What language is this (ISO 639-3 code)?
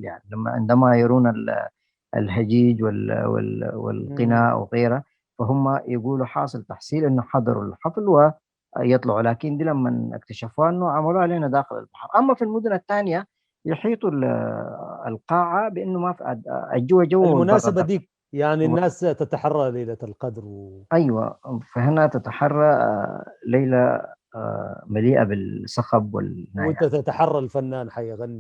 apd